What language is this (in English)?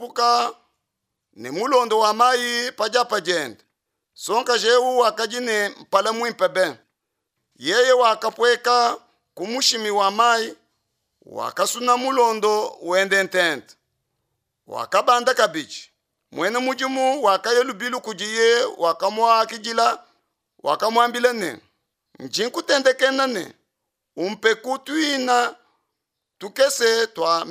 Luba-Lulua